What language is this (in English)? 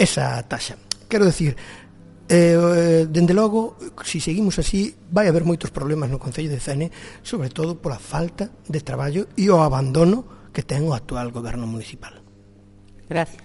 Galician